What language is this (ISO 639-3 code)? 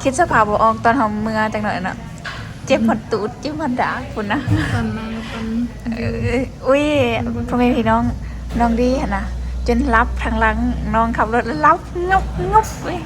lao